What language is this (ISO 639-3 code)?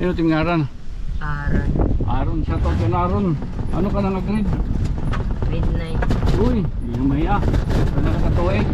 war